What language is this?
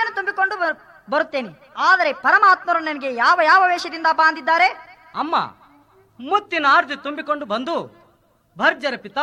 Kannada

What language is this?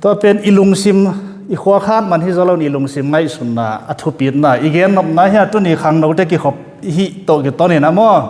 Tedim Chin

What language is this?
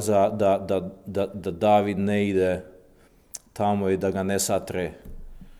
Serbian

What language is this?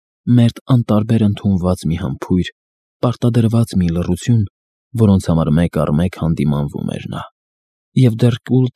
Armenian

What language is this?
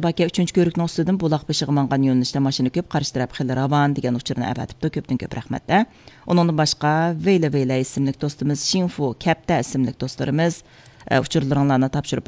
Uyghur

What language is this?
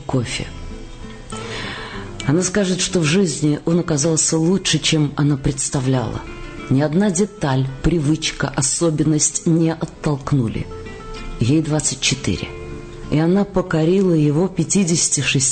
Russian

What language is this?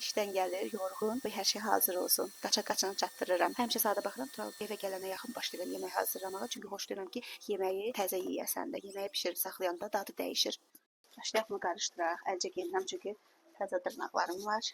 Azerbaijani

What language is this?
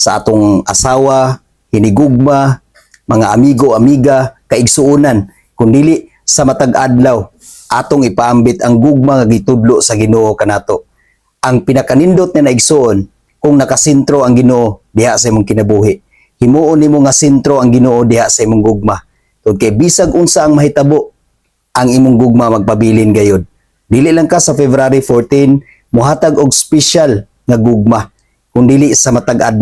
Cebuano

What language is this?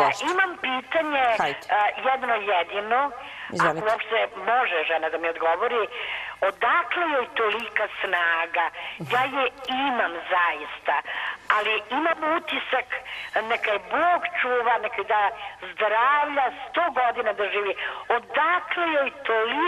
Serbian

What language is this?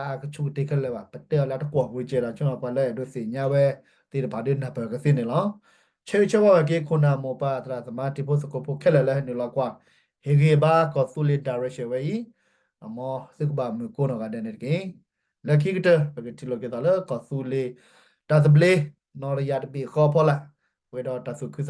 S'gaw Karen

